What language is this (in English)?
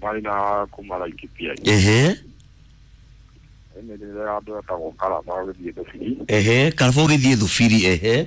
Kikuyu